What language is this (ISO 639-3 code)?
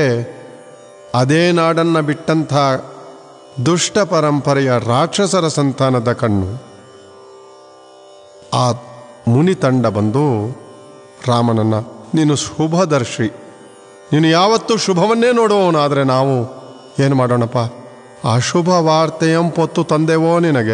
kan